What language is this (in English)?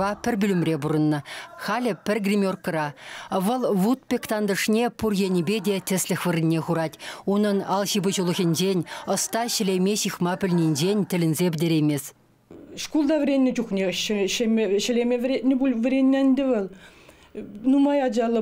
Chuvash